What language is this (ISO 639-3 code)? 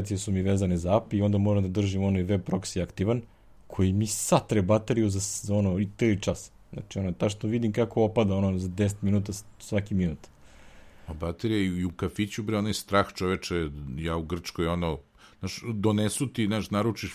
srp